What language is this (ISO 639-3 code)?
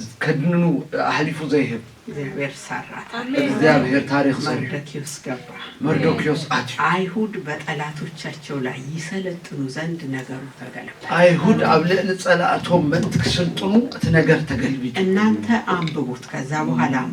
tir